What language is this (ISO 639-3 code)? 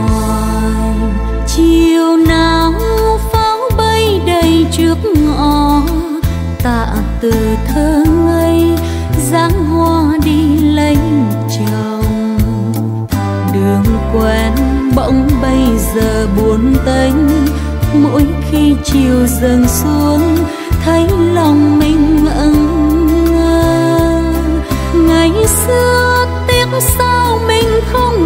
vie